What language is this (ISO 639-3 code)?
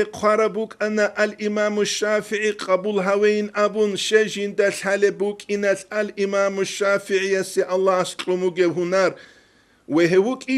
ava